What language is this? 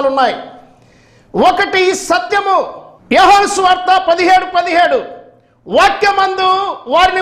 Telugu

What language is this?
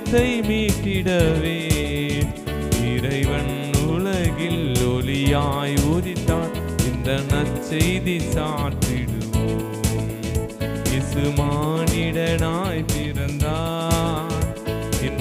Tamil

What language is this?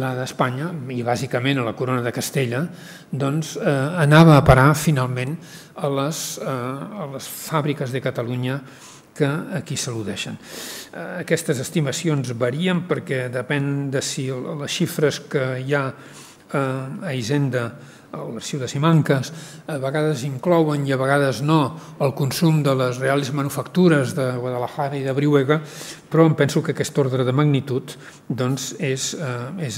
Catalan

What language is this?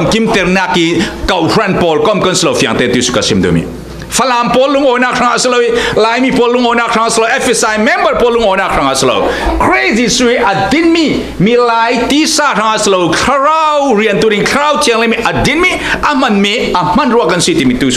Falam Chin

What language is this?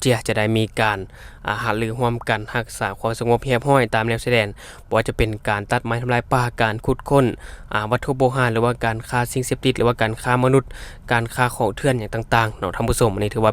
Lao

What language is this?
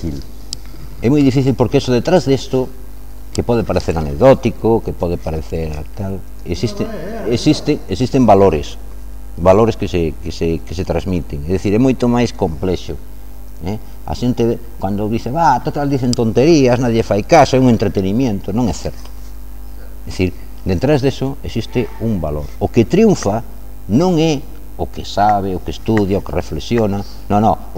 Galician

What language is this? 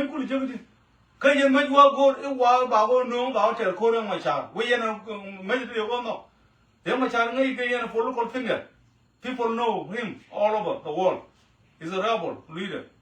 Nuer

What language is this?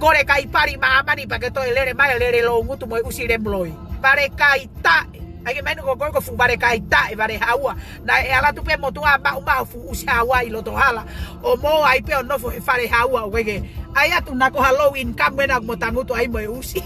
Tongan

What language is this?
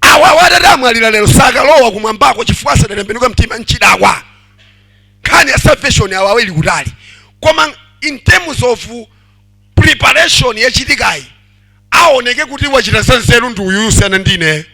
Nyanja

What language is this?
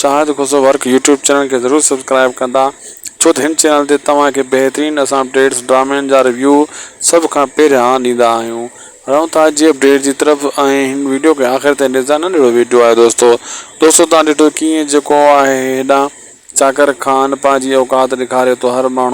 Sindhi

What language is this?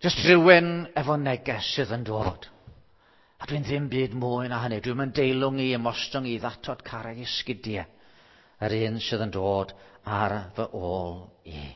Welsh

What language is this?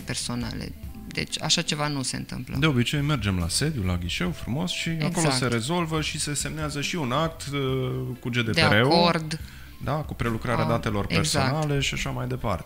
Romanian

